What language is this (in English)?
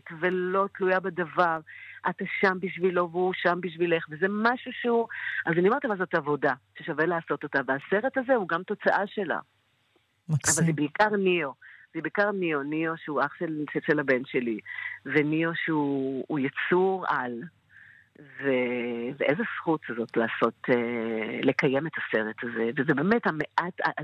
Hebrew